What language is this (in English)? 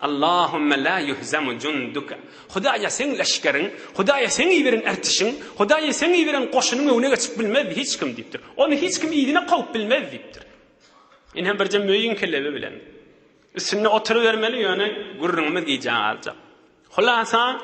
Turkmen